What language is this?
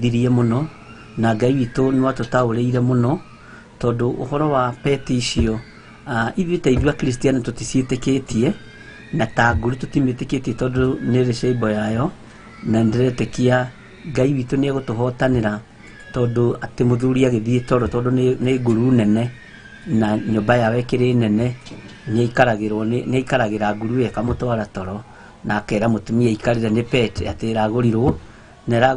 Kikuyu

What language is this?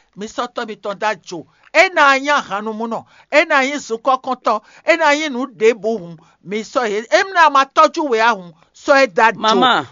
Fon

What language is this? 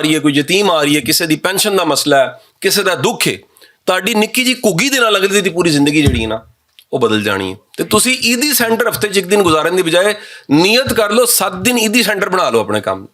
Western Panjabi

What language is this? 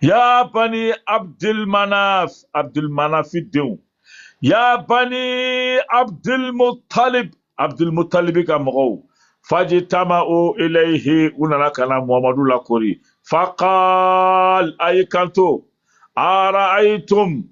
Bambara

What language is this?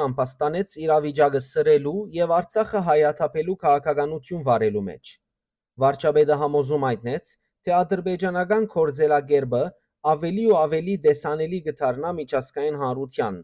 Western Armenian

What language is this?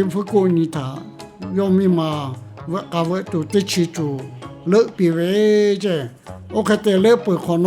Lahu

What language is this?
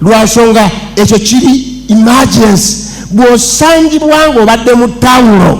Ganda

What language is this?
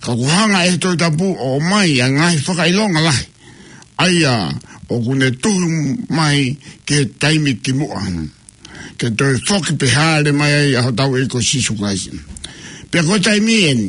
Tongan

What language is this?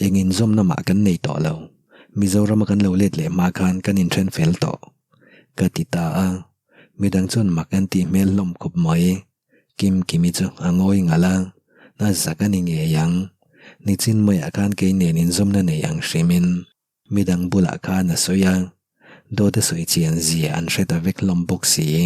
Mizo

